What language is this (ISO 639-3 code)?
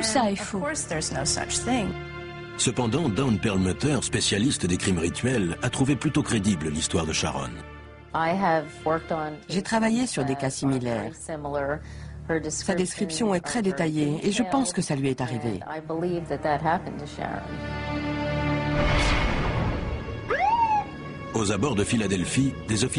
fra